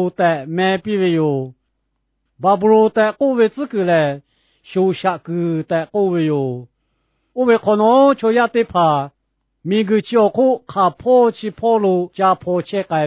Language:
Lahu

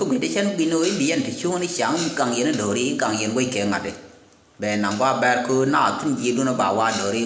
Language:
Nuer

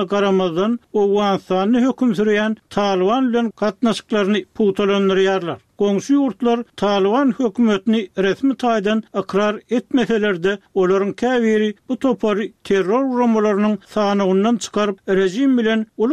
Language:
Turkmen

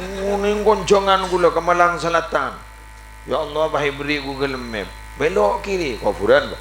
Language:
Madurese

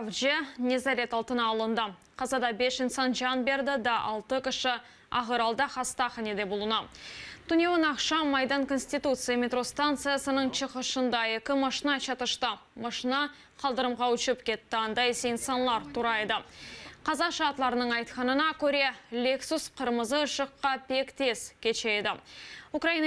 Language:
Crimean Tatar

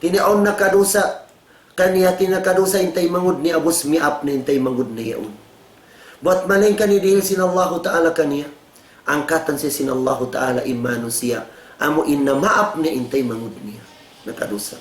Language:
Tausug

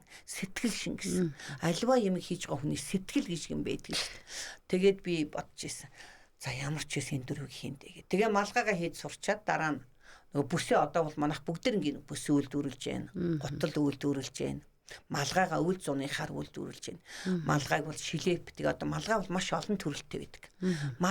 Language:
Mongolian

